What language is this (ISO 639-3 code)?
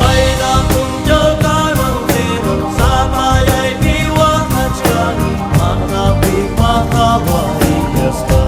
quy